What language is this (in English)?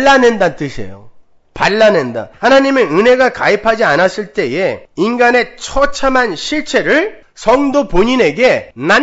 Korean